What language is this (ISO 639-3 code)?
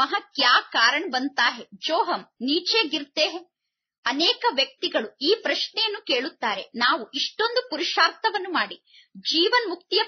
kan